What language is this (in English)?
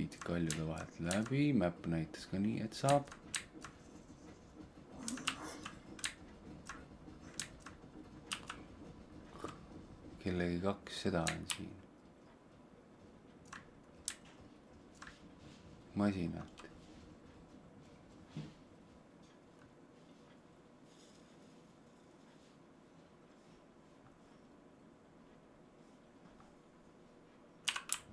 Estonian